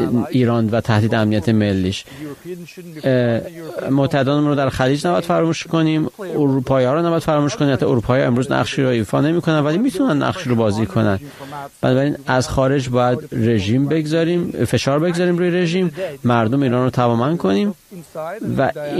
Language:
Persian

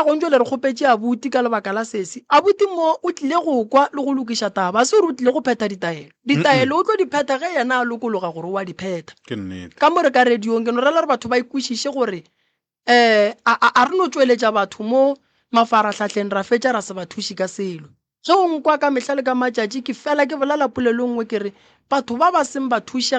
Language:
Northern Sotho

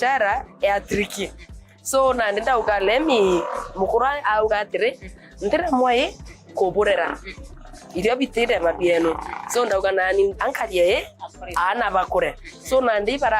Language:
Meru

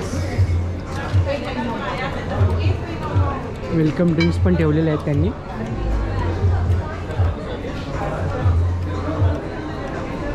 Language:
Marathi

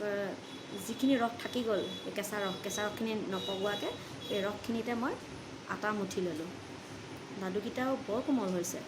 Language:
Assamese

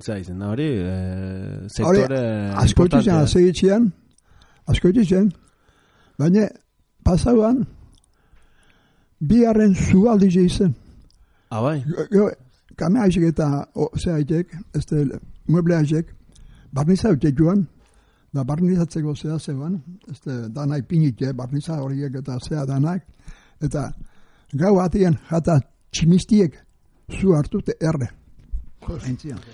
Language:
Basque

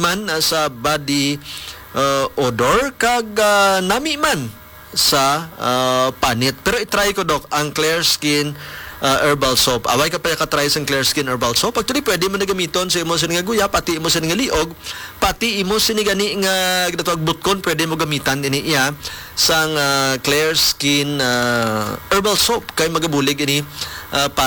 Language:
Hiligaynon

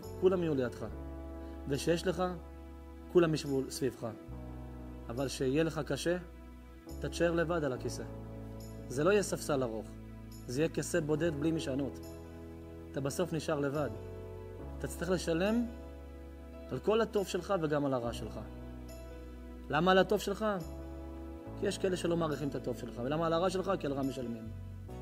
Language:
Hebrew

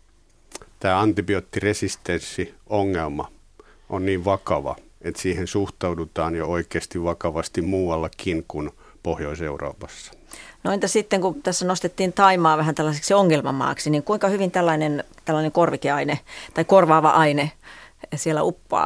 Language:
Finnish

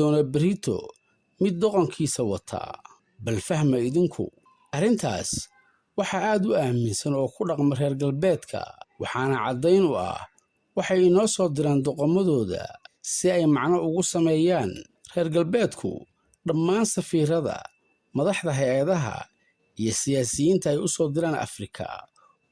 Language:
Somali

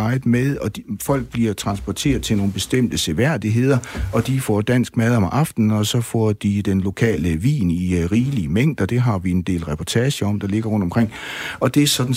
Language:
Danish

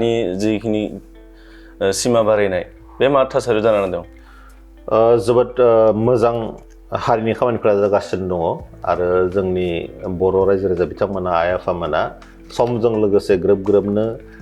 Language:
Bodo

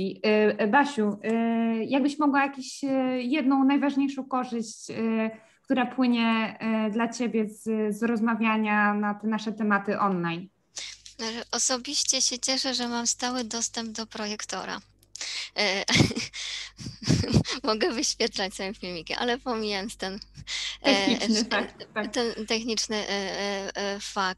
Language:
Polish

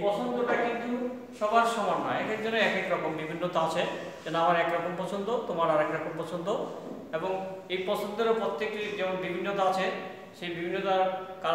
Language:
Bangla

